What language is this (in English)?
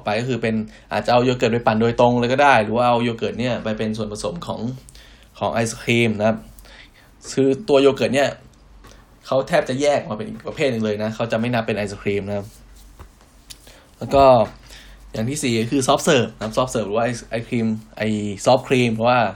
Thai